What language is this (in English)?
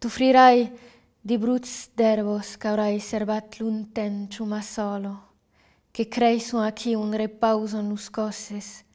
Occitan